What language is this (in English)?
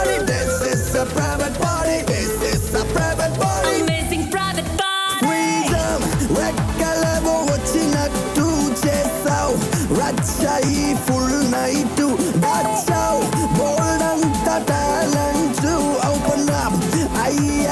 Telugu